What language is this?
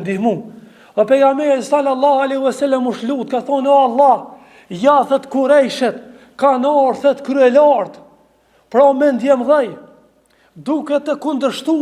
Albanian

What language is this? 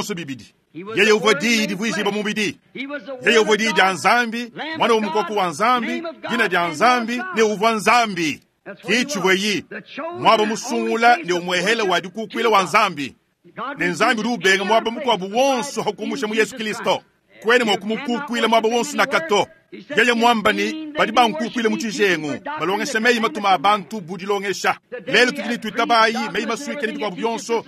Luba-Lulua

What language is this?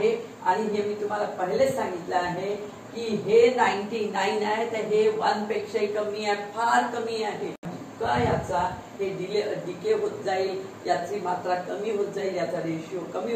Marathi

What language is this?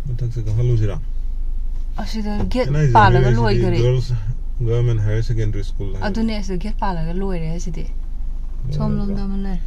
Manipuri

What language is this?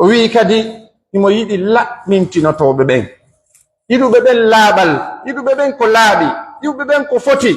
Pular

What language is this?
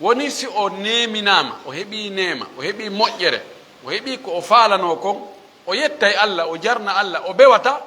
Fula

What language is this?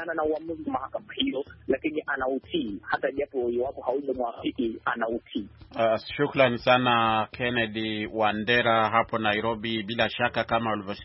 Swahili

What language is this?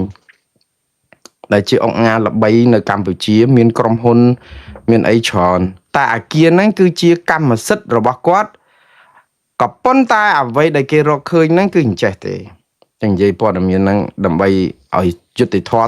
Khmer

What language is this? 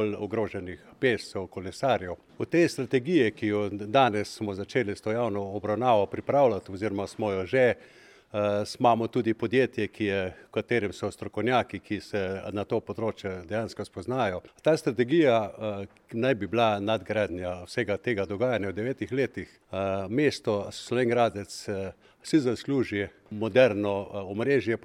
Slovenian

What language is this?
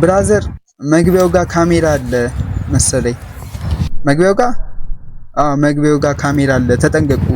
Amharic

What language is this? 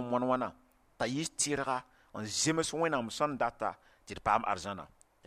Mossi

